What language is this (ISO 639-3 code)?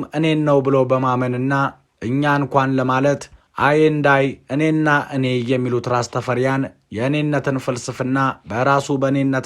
amh